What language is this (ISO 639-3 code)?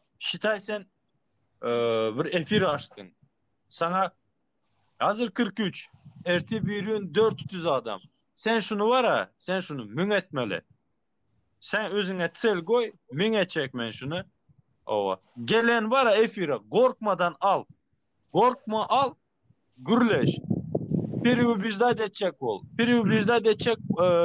tuk